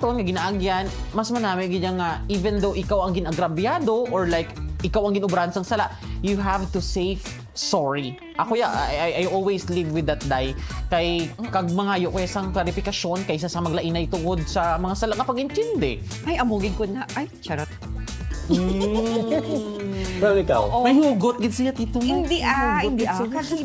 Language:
Hiligaynon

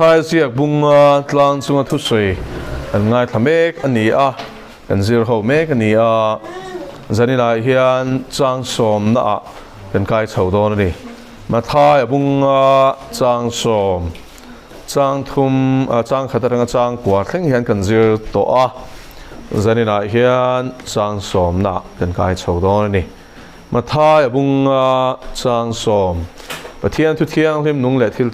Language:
Mizo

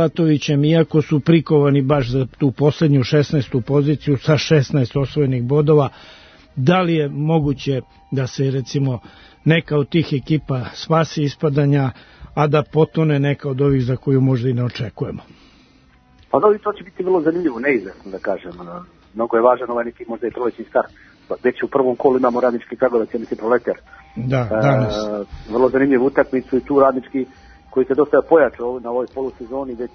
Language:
Serbian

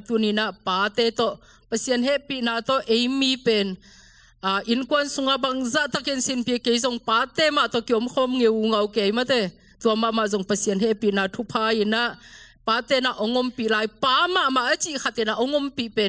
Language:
Tedim Chin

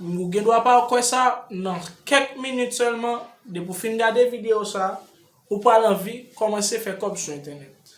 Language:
Haitian Creole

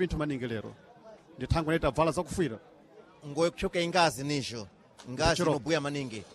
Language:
Sena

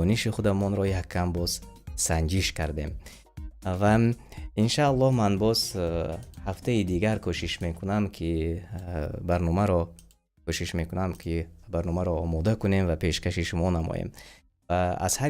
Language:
Tajik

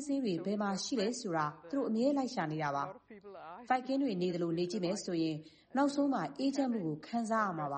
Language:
Burmese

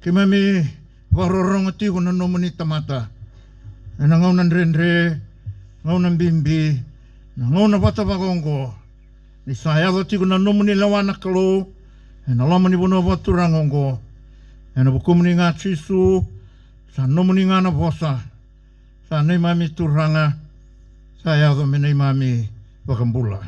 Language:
Fijian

